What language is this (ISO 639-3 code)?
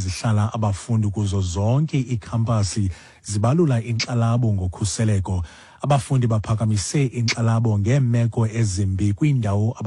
xho